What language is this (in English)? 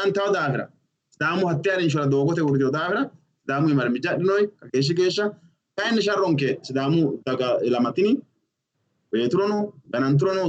Sidamo